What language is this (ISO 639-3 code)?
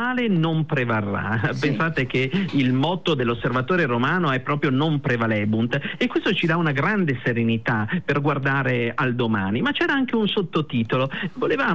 ita